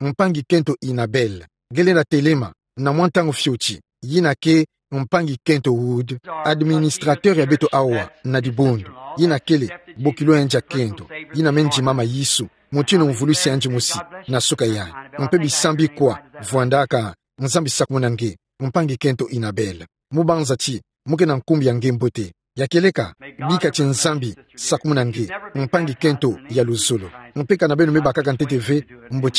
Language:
Kituba (Democratic Republic of Congo)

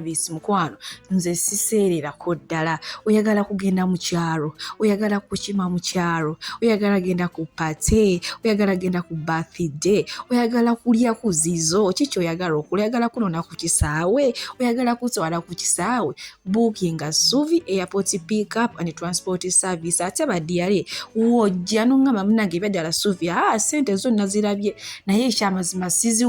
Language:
Ganda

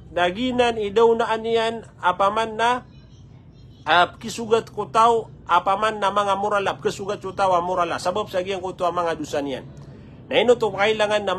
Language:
Maranao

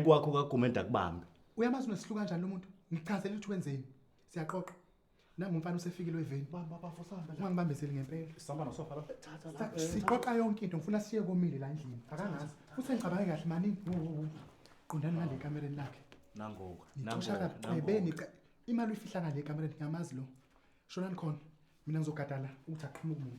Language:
Zulu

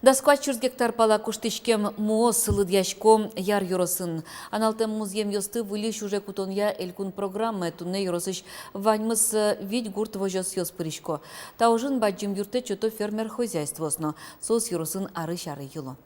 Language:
Udmurt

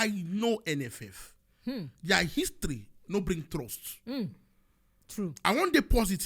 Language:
Nigerian Pidgin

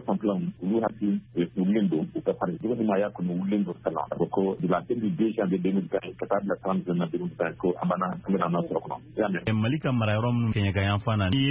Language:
Bambara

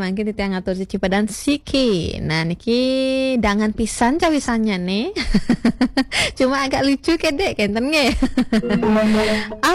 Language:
Balinese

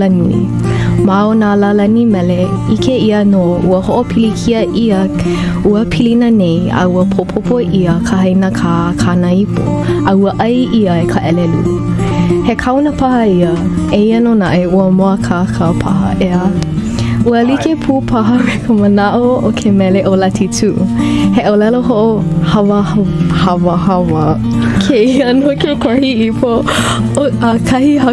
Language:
Hawaiian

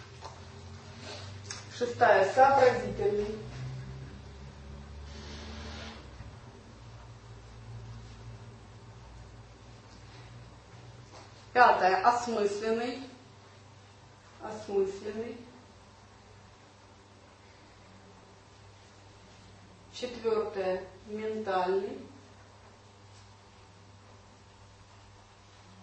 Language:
Russian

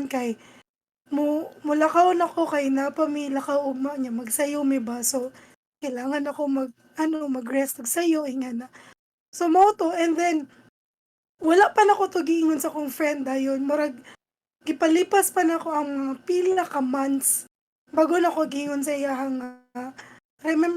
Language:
Cebuano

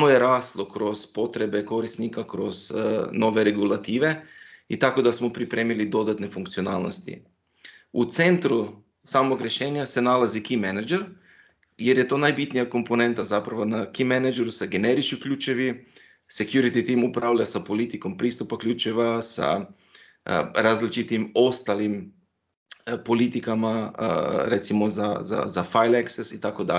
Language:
Croatian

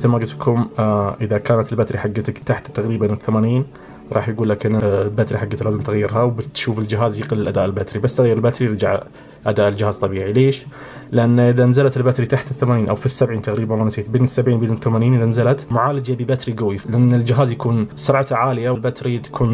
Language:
Najdi Arabic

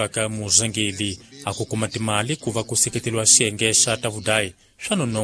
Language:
Tsonga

